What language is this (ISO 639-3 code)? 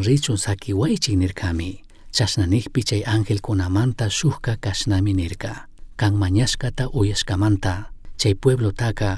qug